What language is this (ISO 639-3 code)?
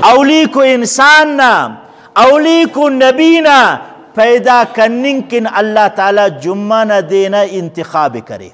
brh